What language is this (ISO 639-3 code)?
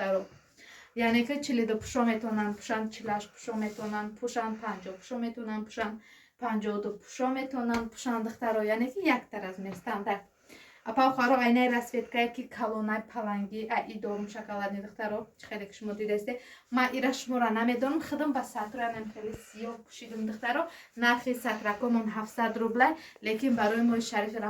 tgk